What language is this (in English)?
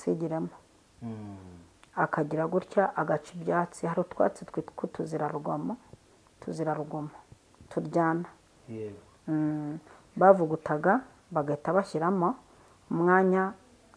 Kinyarwanda